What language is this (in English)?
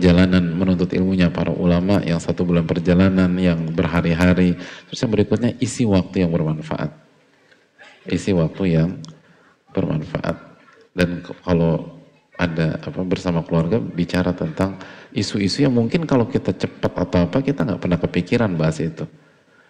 Indonesian